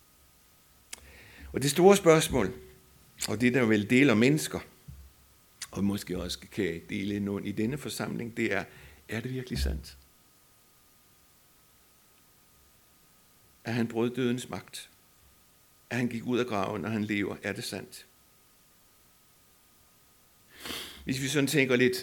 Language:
Danish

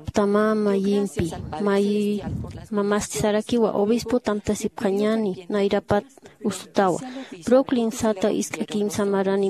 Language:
Aymara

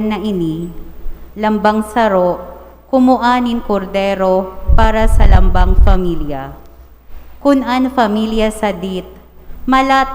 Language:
Bikol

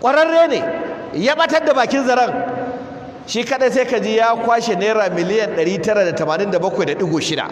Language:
Hausa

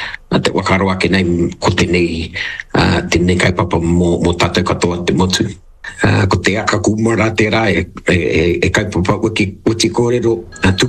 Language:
Māori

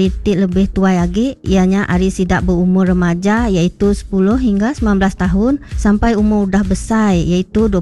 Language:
Iban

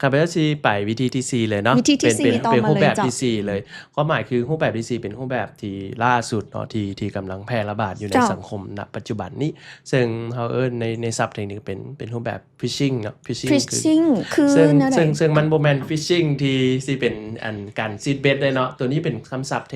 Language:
Lao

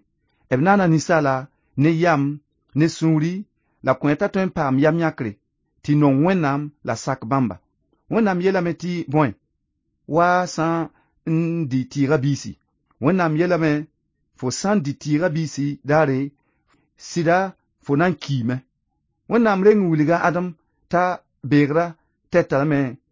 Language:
Mossi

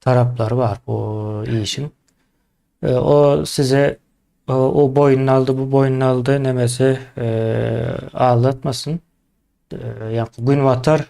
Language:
Turkmen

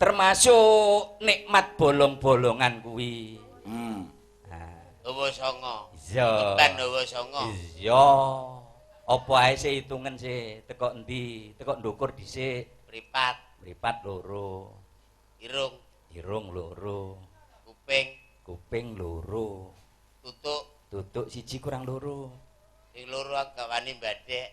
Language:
Javanese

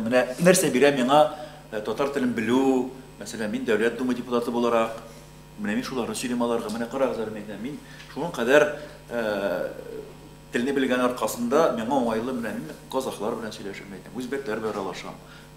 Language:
Tatar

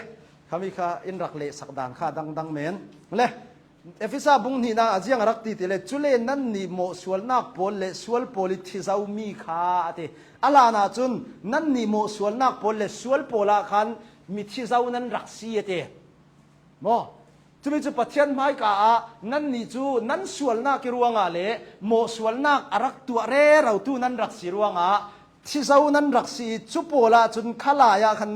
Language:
Hakha Chin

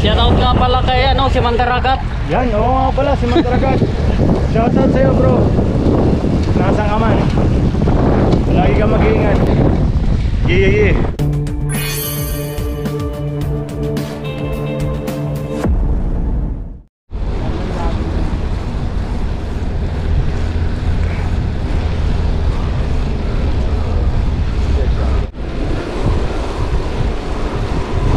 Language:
Filipino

